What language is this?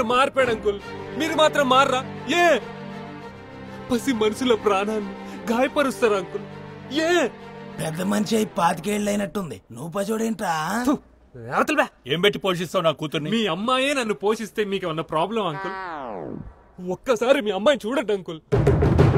Telugu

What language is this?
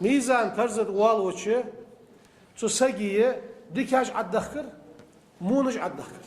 Ingush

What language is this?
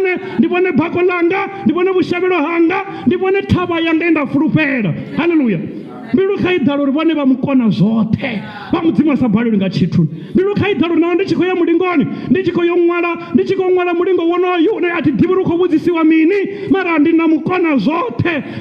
Venda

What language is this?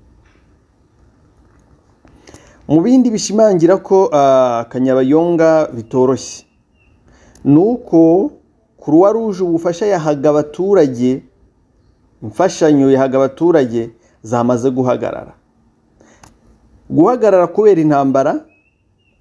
Kinyarwanda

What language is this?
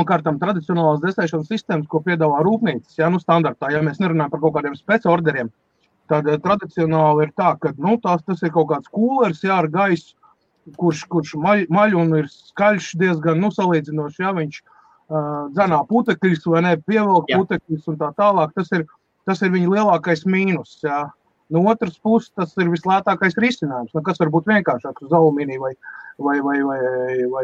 Latvian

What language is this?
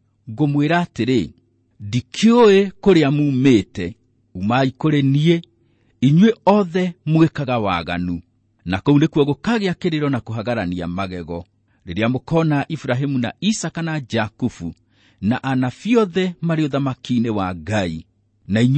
Kikuyu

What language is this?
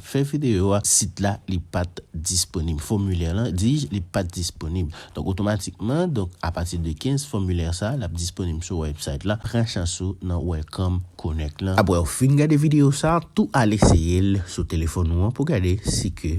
Haitian Creole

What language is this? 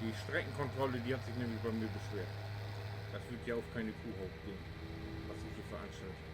Low German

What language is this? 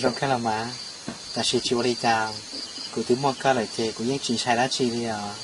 Hmong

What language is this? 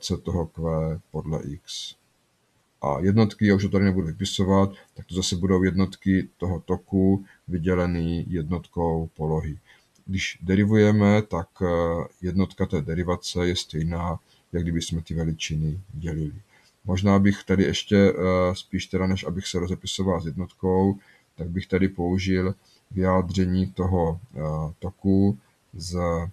Czech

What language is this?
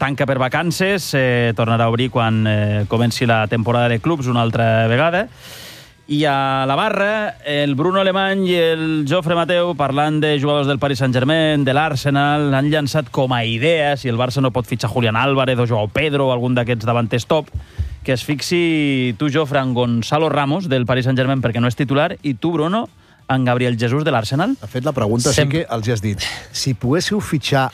Catalan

